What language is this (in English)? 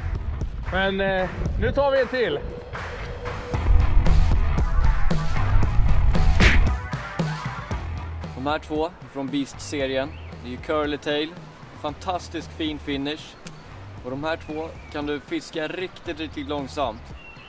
Swedish